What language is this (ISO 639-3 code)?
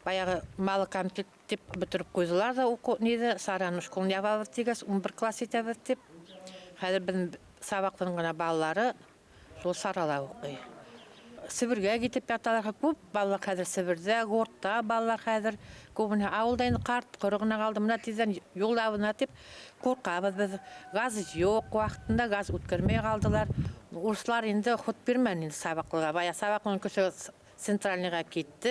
bak